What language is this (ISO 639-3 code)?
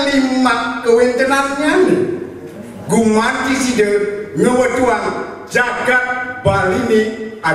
ban